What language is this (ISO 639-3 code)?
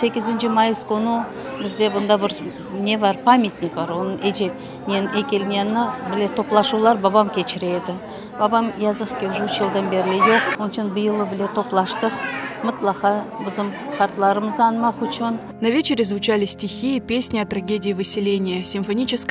crh